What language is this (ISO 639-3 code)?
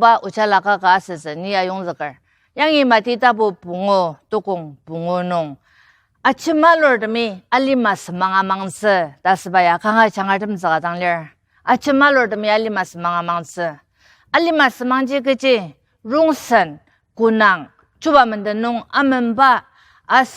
njo